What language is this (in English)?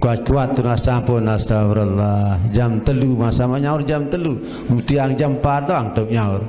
Sasak